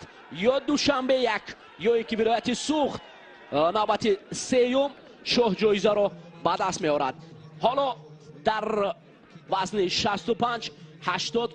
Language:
Tajik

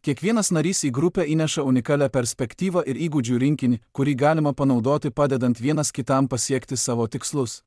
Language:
Lithuanian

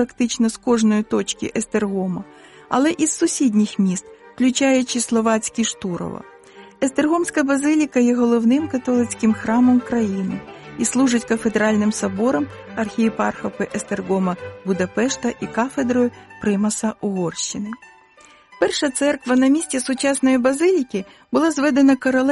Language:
Ukrainian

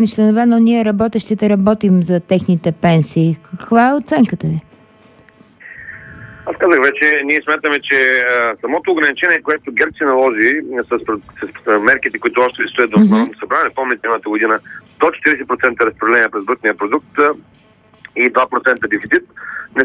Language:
Bulgarian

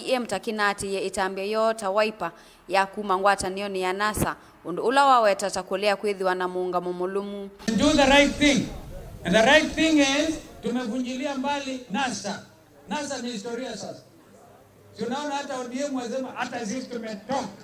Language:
Kamba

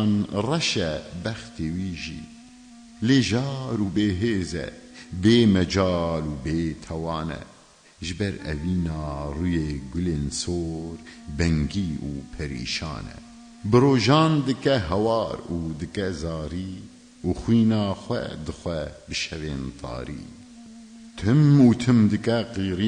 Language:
Kurdish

